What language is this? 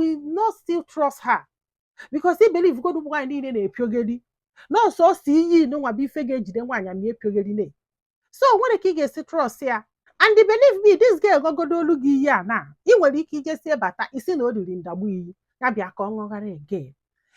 Igbo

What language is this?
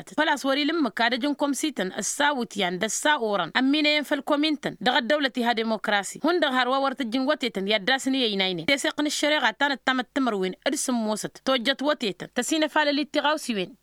Tamasheq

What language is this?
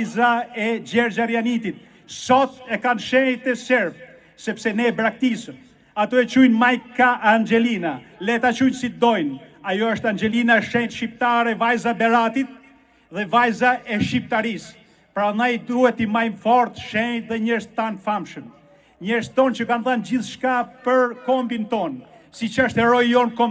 Albanian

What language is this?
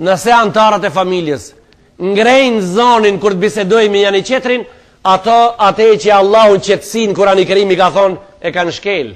Albanian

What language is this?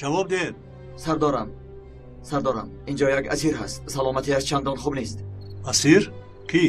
Tajik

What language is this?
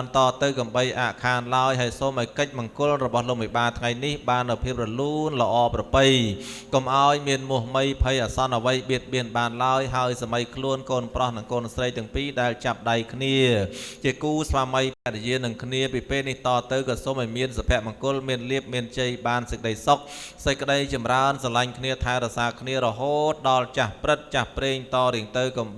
Khmer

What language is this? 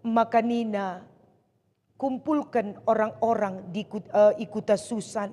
Batak Karo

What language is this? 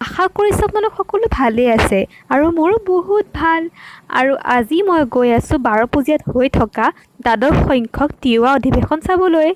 Assamese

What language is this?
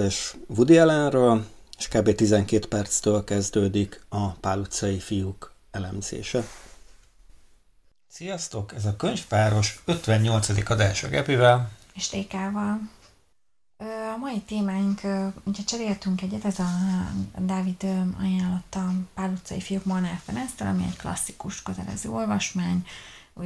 Hungarian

